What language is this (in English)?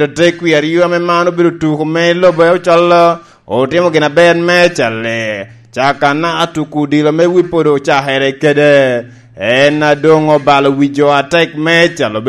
Lango (Uganda)